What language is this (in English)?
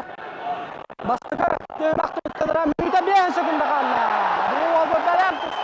Yakut